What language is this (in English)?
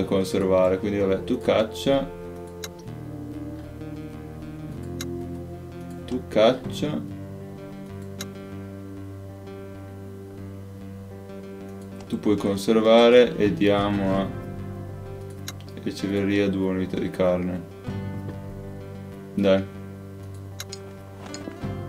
Italian